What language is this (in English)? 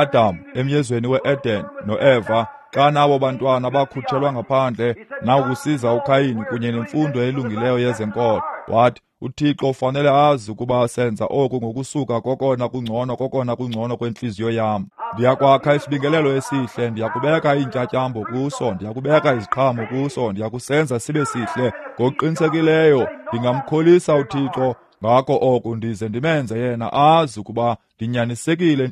Xhosa